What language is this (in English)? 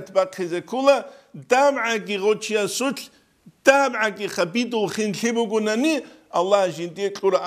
Avaric